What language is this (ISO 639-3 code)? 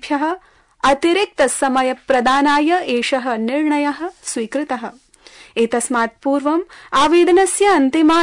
san